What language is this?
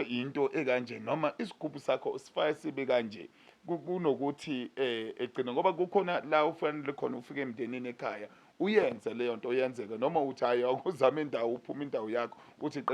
Zulu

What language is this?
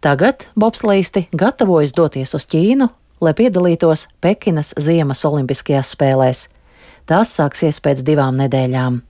Latvian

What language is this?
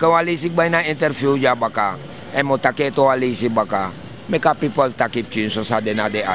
Sranan Tongo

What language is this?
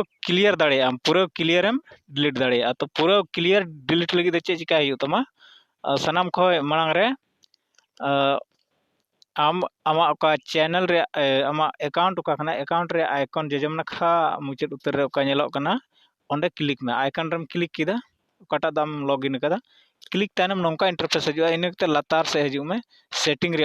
Santali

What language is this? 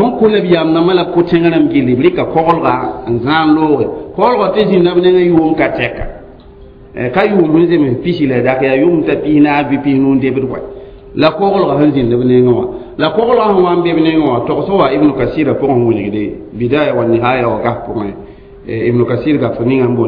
Mossi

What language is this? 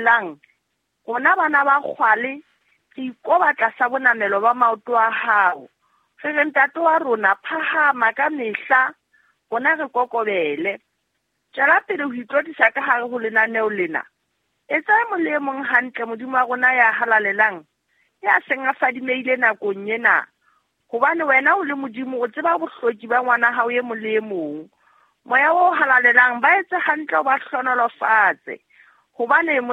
Southern Sotho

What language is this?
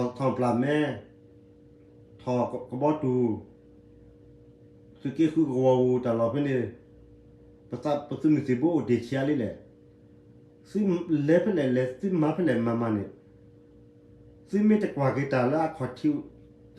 S'gaw Karen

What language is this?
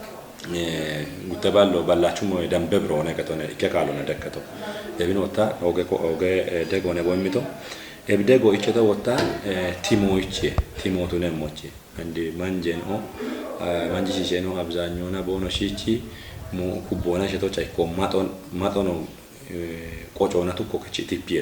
Kafa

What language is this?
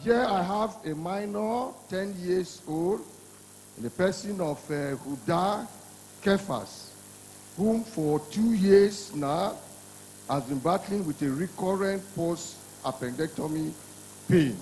Ewe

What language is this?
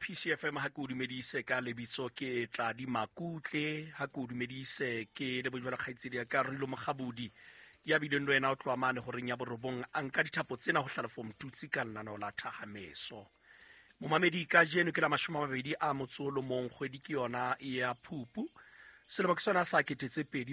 Southern Sotho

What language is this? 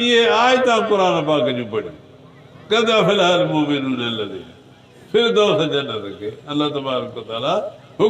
Sindhi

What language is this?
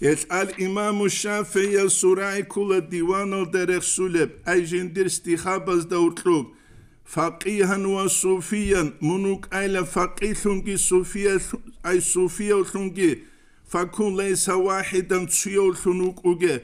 Avaric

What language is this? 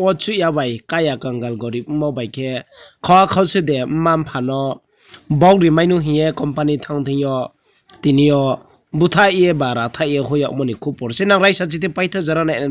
Riang (India)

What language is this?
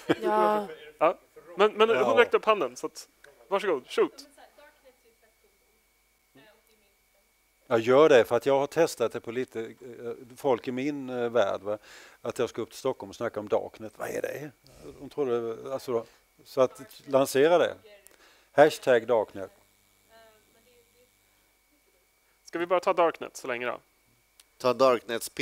Swedish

